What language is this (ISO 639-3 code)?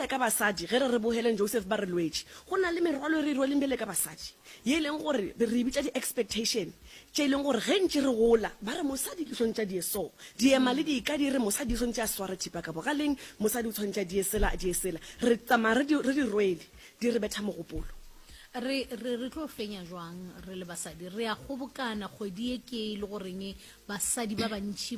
nso